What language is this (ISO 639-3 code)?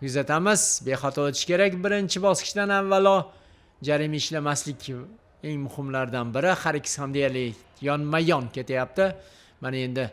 uzb